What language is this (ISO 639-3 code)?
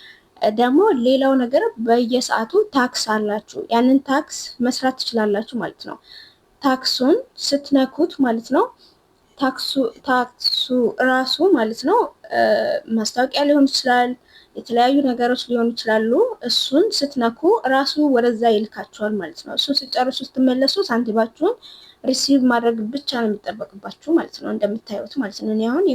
amh